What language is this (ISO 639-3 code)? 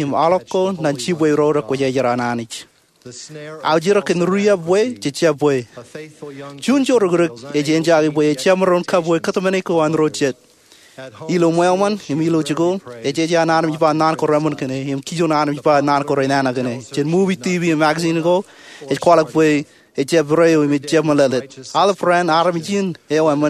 mah